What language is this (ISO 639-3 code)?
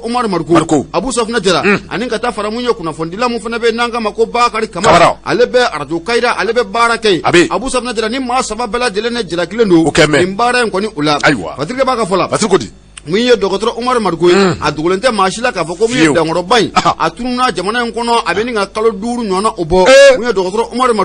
bam